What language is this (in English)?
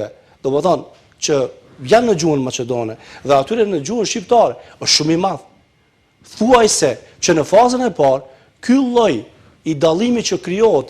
Albanian